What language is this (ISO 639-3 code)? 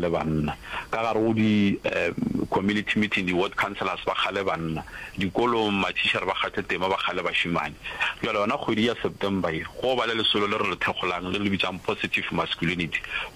nso